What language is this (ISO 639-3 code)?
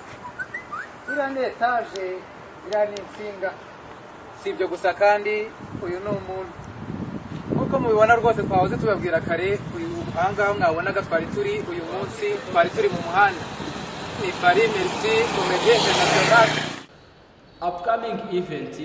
kin